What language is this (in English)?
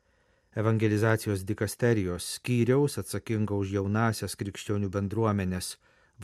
Lithuanian